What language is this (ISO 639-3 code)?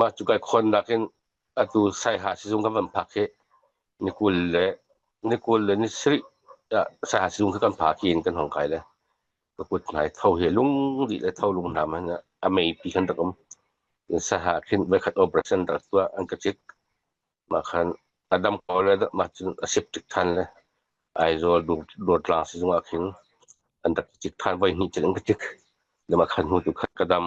cnh